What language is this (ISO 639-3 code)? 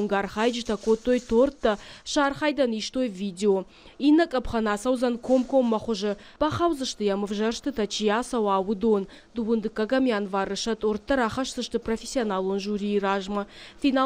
oss